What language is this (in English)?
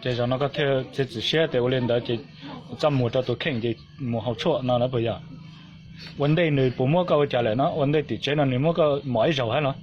Hmong